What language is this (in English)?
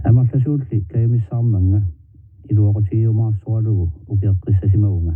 Kalaallisut